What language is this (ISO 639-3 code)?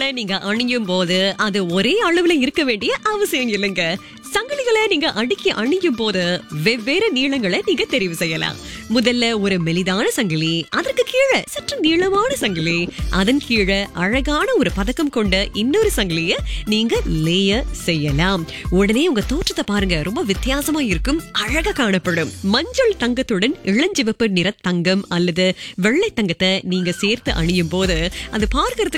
tam